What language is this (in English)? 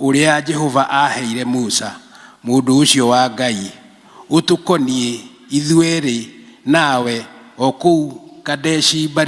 Kikuyu